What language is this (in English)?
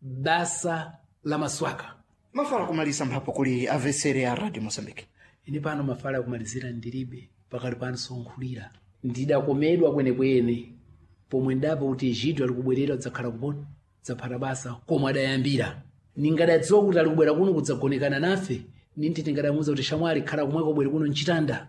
Sena